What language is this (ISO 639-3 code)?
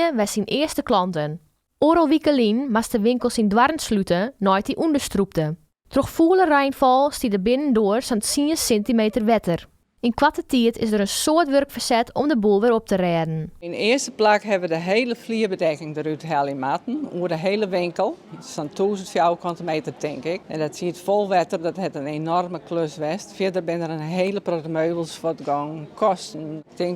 fry